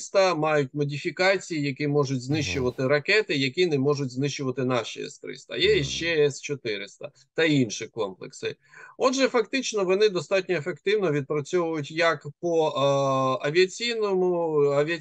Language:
Ukrainian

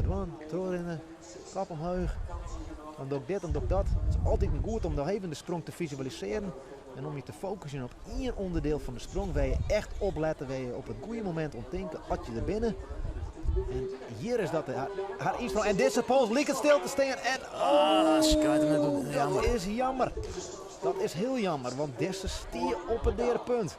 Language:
Western Frisian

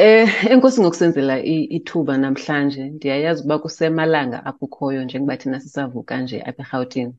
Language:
Xhosa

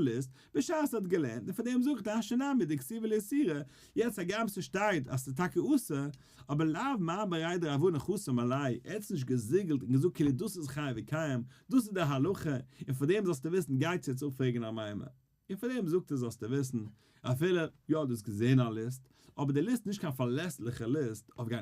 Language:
Yiddish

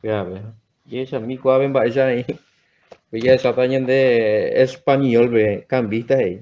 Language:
Guarani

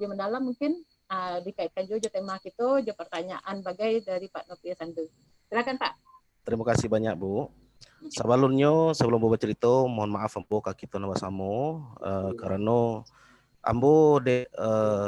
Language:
Minangkabau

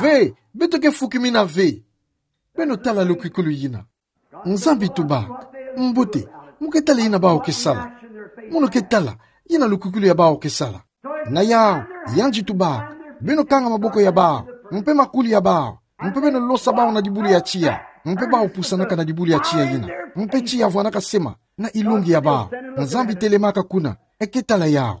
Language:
Kituba (Democratic Republic of Congo)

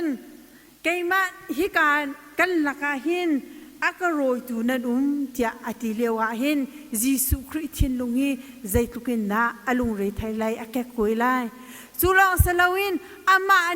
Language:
Hakha Chin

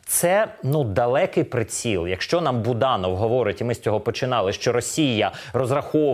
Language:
Ukrainian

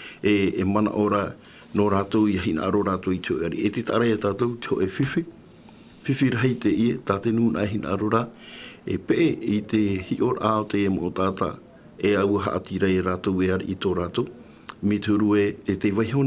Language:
Tahitian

